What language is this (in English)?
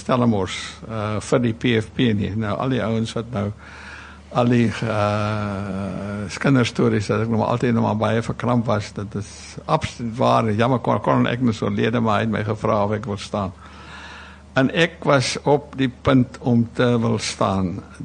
Afrikaans